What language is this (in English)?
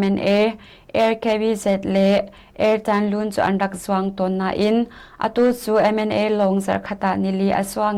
Hakha Chin